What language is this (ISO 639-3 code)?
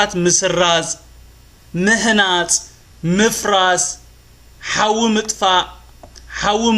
tir